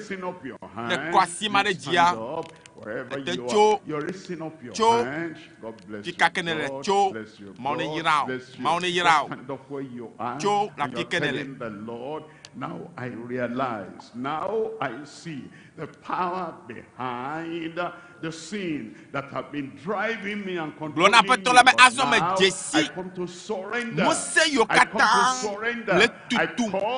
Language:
Ewe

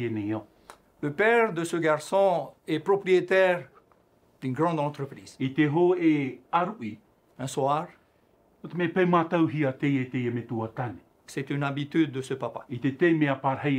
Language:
Tahitian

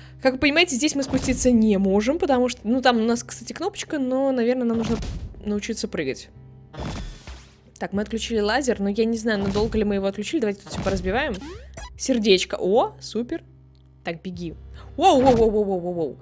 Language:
Russian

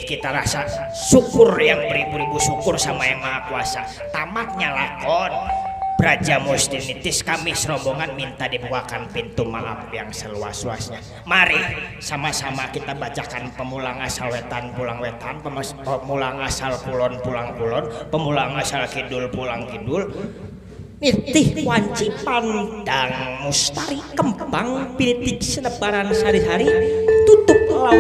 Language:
Betawi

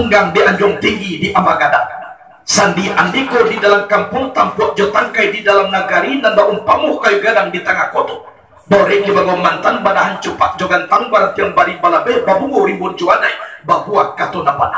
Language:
Minangkabau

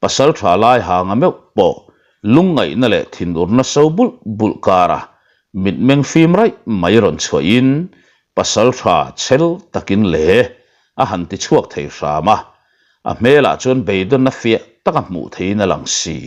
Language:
Mizo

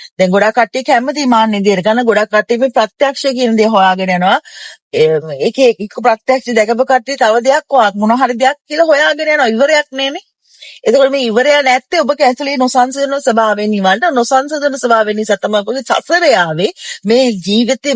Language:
Sinhala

